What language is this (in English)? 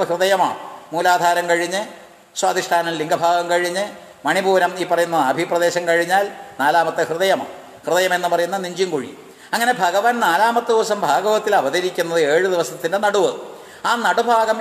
Malayalam